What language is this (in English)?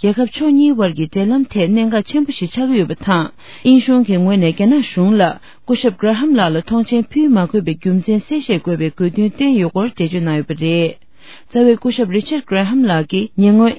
Tibetan